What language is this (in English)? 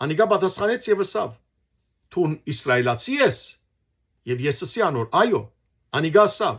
Western Armenian